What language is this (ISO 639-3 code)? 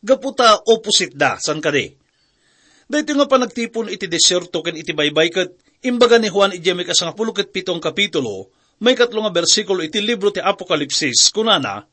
ilo